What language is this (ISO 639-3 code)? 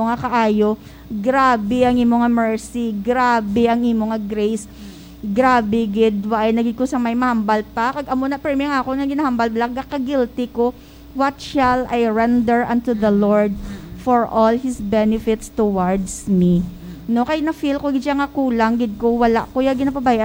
hil